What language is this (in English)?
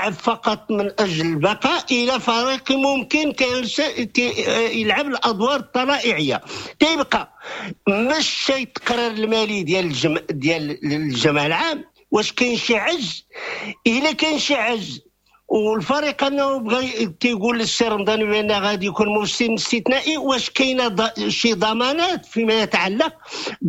Moroccan Arabic